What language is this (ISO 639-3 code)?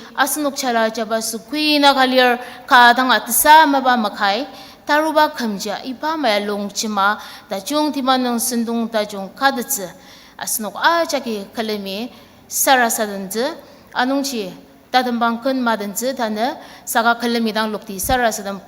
njo